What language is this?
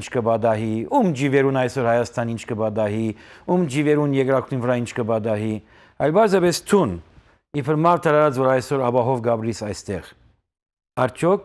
Western Armenian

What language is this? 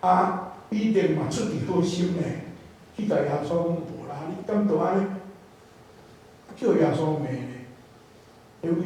Min Nan Chinese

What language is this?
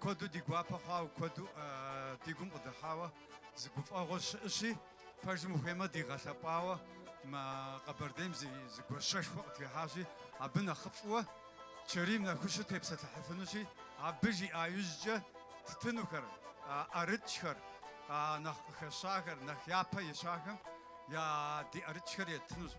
Kabardian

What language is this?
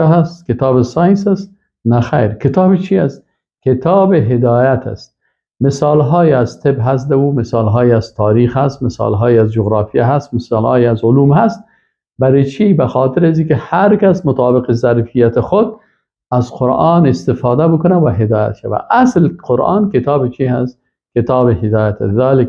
Persian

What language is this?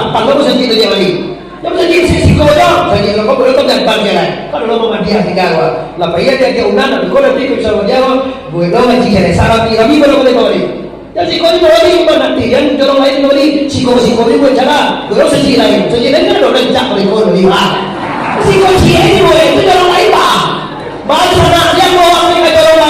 Minangkabau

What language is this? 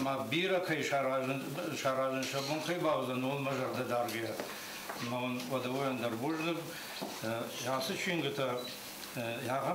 Ossetic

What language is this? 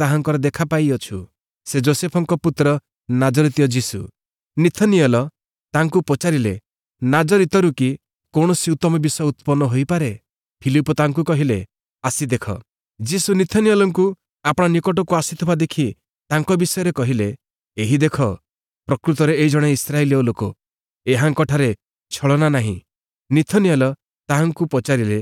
Odia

